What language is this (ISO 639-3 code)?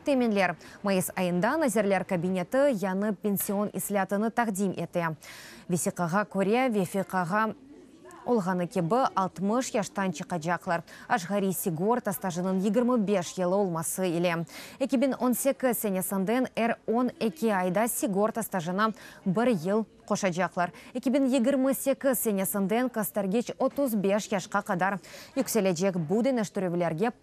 crh